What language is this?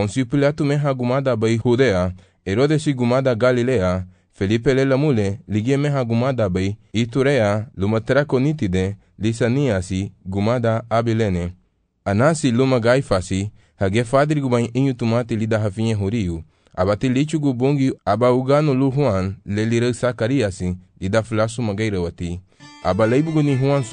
Garifuna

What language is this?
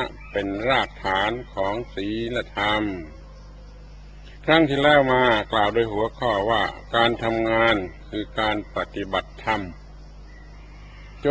Thai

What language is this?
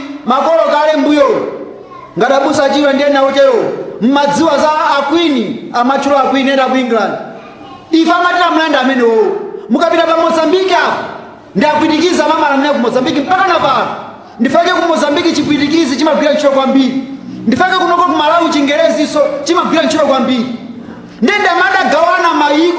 Nyanja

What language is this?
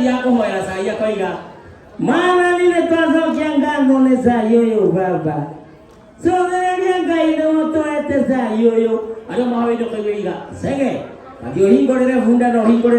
Kikuyu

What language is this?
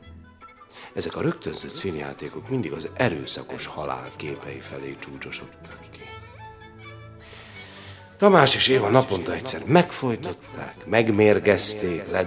Hungarian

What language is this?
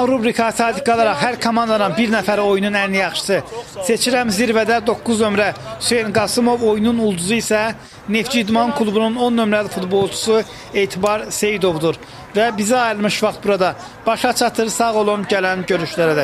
Azerbaijani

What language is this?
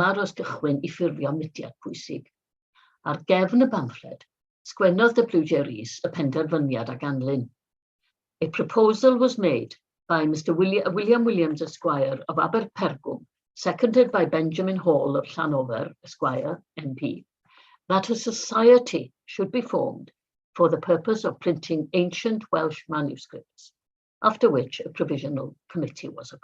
Welsh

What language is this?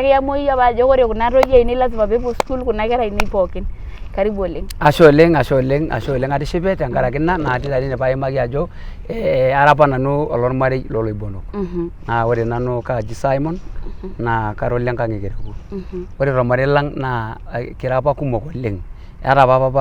Masai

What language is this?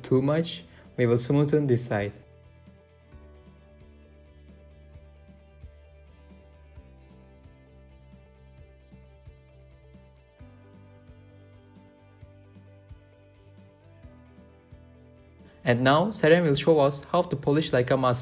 English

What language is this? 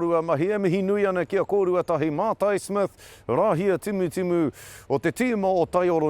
Māori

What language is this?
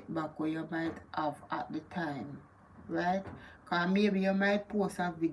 Jamaican Creole English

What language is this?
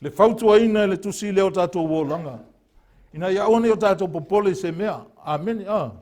Samoan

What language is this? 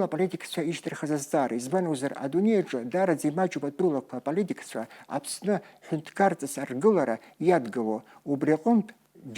Abkhazian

